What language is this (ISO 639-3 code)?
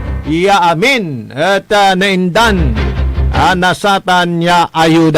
pag